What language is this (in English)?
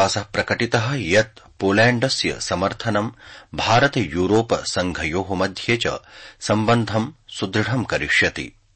Sanskrit